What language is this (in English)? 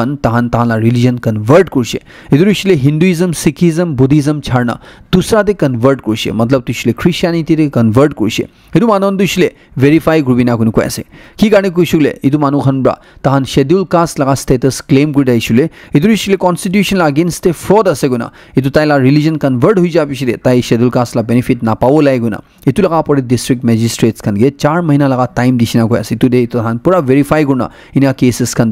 Naga Pidgin